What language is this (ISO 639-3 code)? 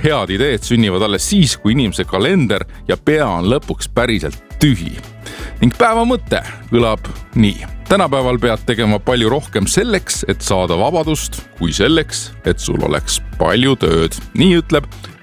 est